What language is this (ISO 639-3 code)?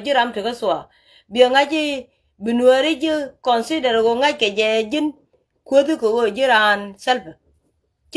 nus